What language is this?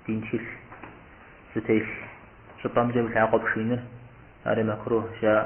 Kabardian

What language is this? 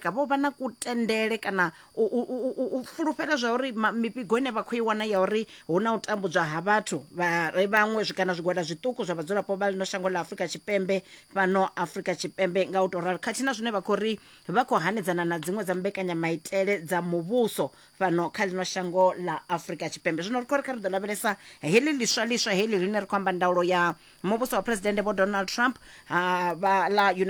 Venda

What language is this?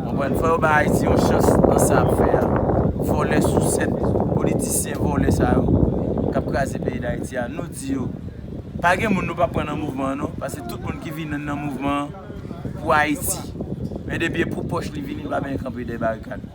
Haitian Creole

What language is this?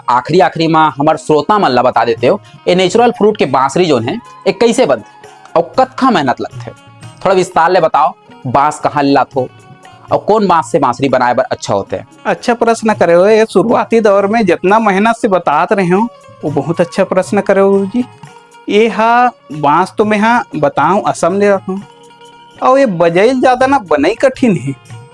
Chhattisgarhi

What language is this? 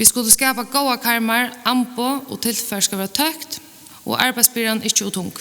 Faroese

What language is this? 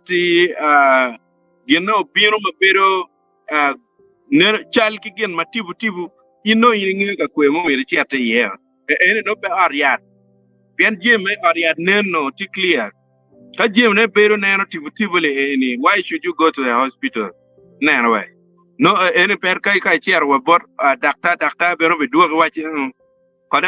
Acoli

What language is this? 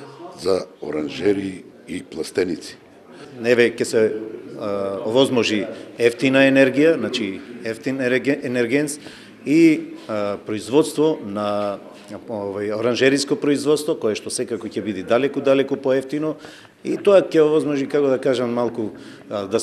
Macedonian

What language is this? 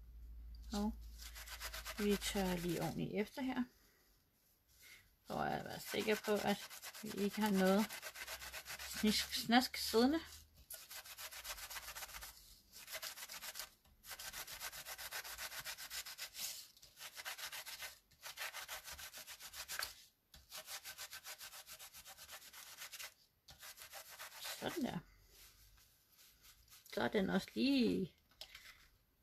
Danish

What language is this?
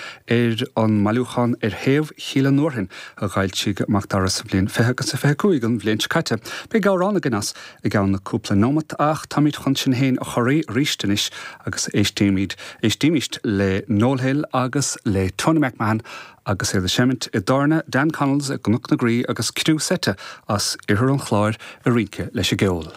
Irish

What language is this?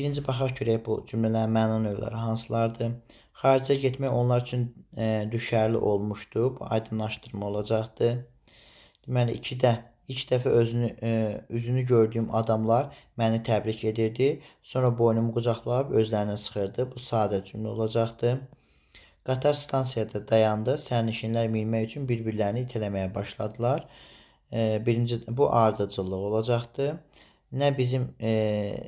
Azerbaijani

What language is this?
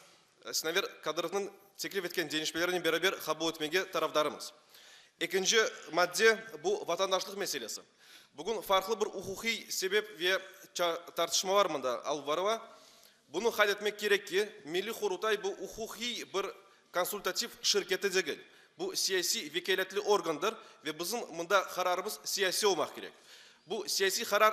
Crimean Tatar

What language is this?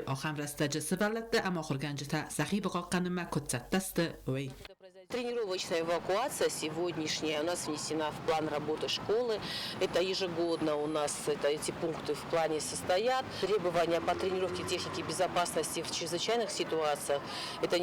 Ossetic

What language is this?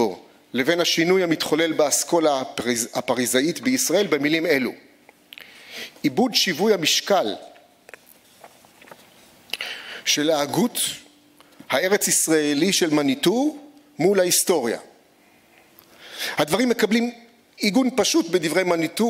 Hebrew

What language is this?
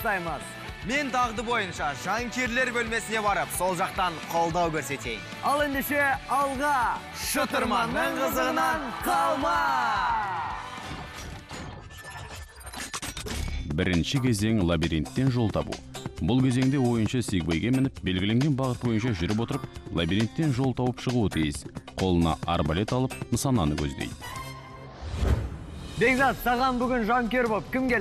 Kazakh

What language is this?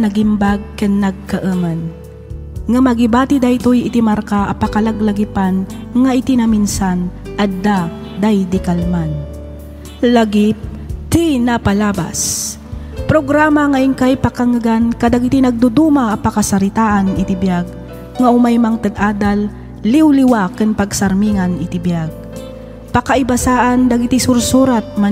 Iloko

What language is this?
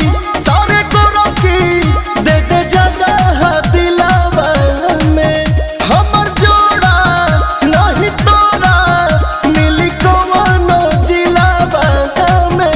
Bhojpuri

